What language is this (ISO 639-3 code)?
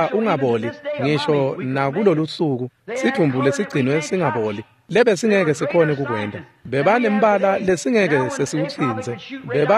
ssw